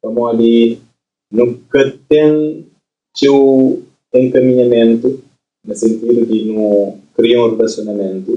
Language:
Kabuverdianu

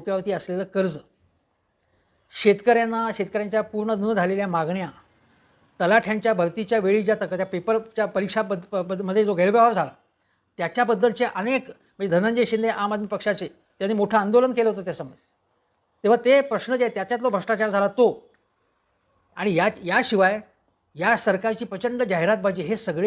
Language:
Marathi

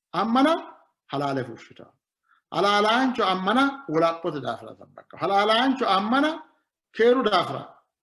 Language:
Sidamo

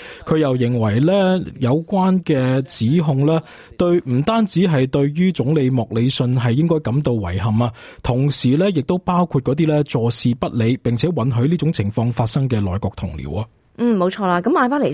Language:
Cantonese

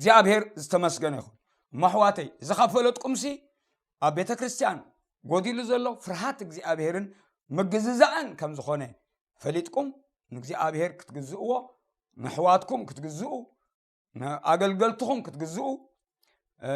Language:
Tigrinya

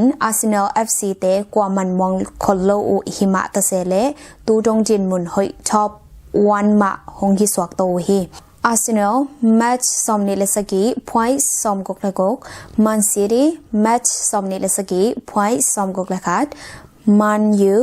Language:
Tedim Chin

